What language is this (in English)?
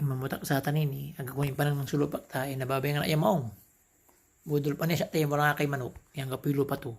Pangasinan